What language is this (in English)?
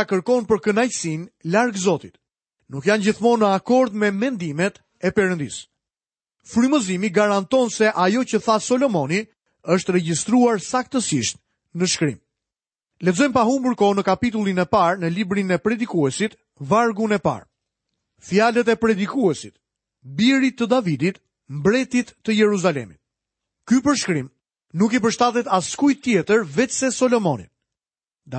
Albanian